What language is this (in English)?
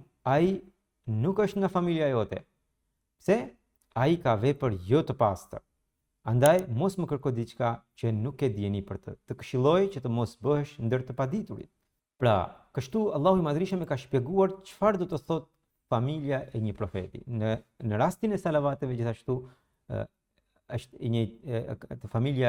Albanian